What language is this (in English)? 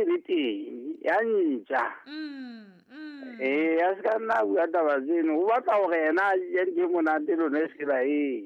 Southern Sotho